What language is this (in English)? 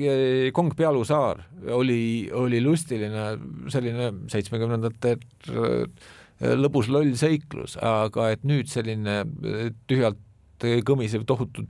Estonian